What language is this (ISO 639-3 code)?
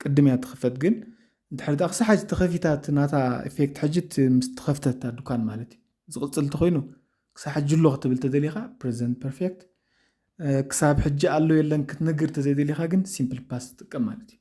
tir